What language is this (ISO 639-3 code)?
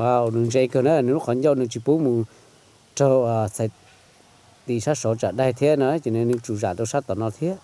hmn